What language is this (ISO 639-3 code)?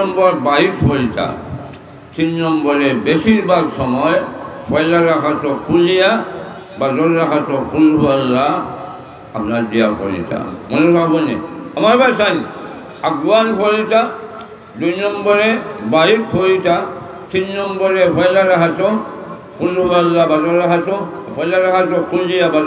syl